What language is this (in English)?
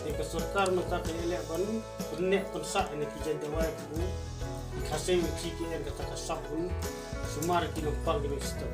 Khasi